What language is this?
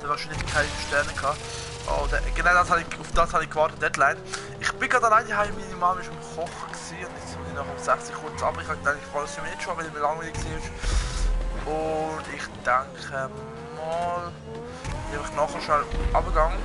Swiss German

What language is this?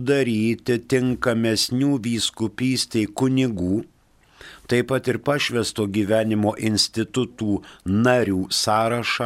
Lithuanian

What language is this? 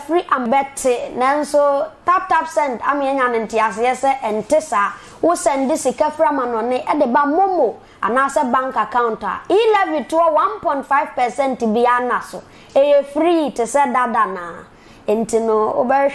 Akan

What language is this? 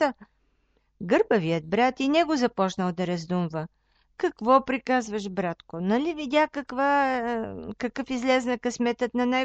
Bulgarian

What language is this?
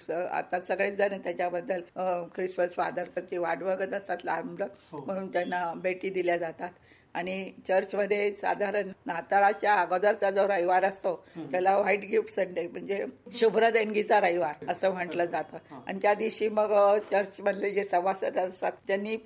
Marathi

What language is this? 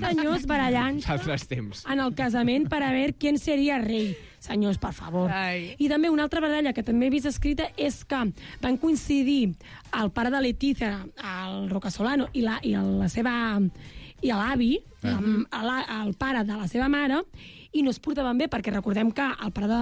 Catalan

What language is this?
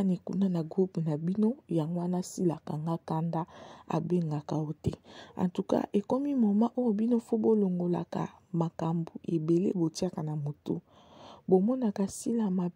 Lingala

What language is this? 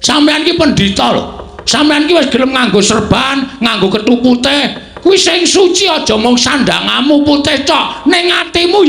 Javanese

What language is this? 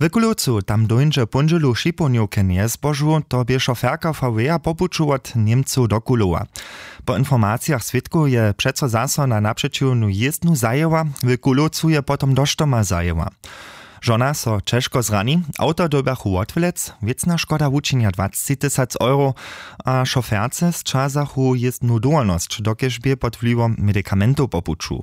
Upper Sorbian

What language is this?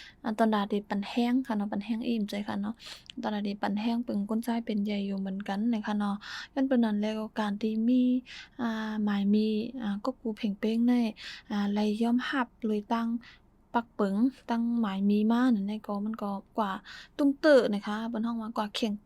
Shan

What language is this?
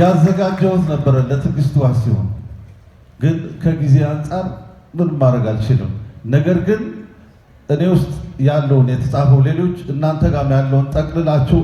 Amharic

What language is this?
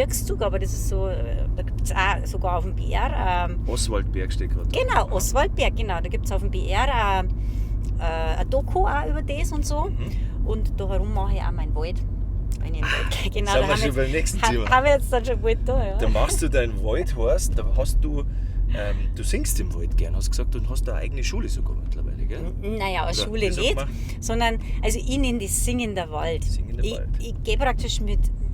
Bavarian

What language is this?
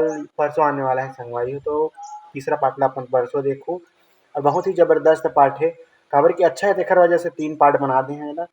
Chhattisgarhi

